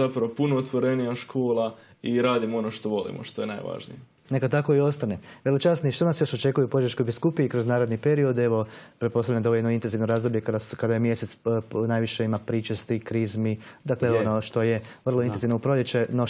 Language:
Croatian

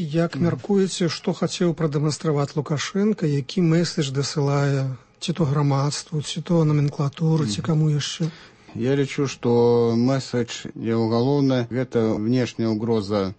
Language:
Belarusian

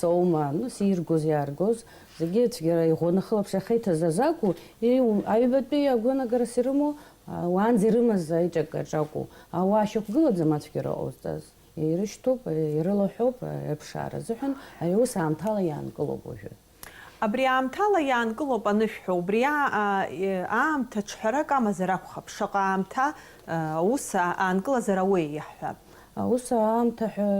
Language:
Abkhazian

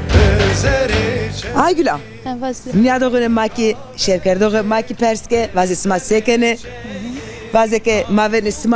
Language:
Zaza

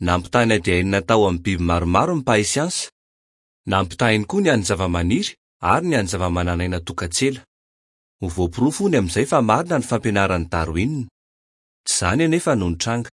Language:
Malagasy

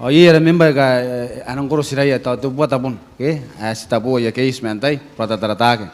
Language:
Gilbertese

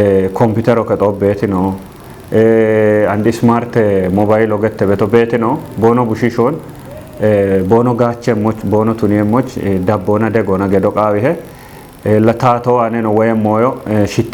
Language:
Kafa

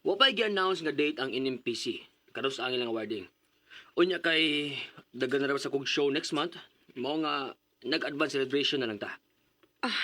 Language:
Cebuano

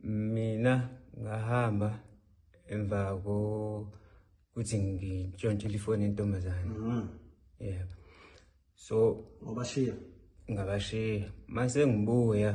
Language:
Zulu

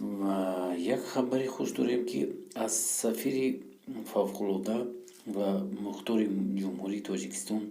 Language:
Tajik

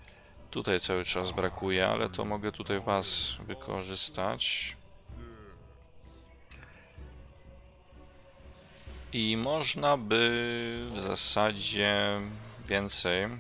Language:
Polish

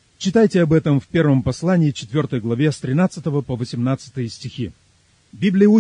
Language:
Russian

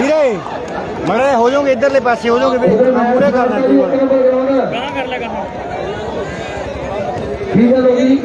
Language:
Punjabi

